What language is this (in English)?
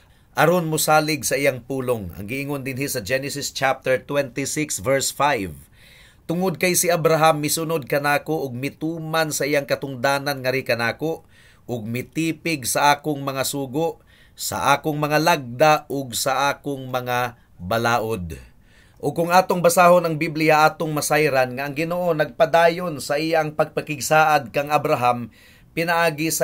Cebuano